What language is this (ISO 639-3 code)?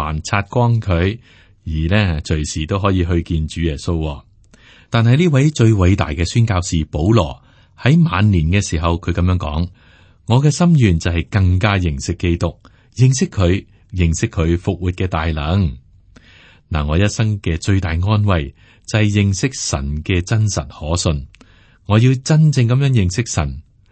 yue